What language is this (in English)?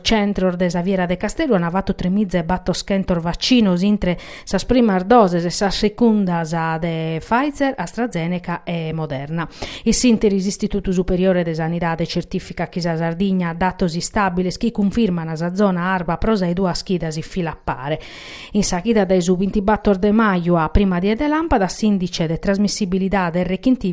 Sardinian